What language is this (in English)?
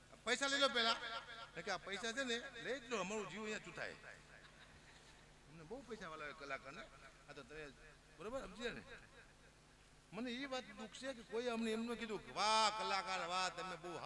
Gujarati